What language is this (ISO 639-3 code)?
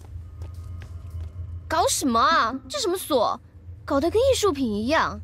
zho